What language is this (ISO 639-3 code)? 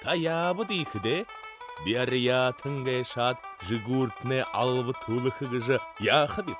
bua